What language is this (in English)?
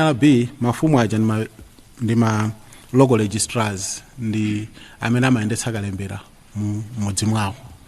Nyanja